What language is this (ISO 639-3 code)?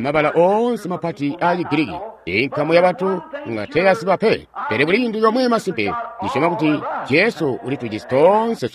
toi